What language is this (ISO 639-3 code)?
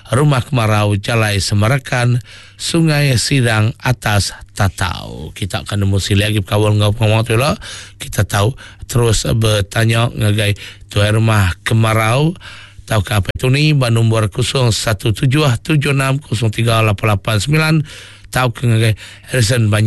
iba